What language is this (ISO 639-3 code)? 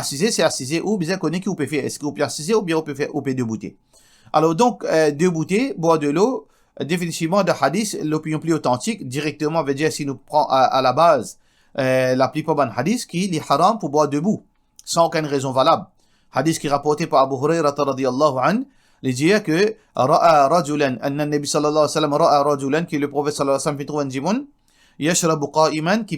mfe